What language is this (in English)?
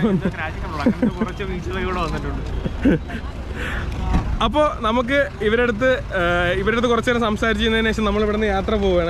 Malayalam